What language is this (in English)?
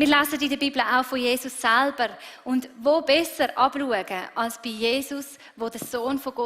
Swiss German